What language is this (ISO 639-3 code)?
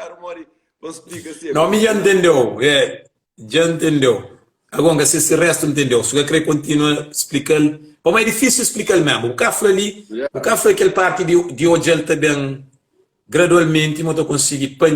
kea